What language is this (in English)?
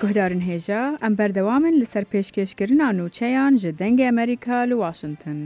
Central Kurdish